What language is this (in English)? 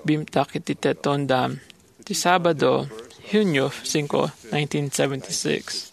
Iloko